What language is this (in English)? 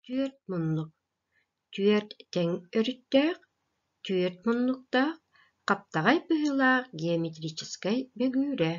Yakut